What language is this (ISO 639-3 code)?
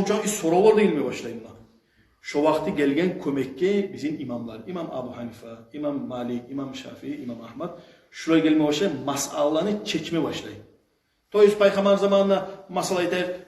kum